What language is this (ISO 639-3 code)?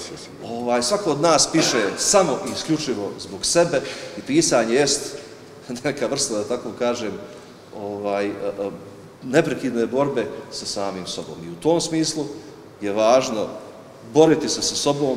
bos